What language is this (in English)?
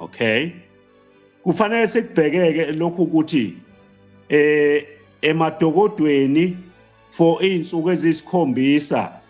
Zulu